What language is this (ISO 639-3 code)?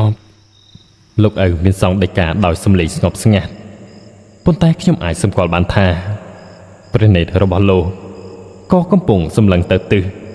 khm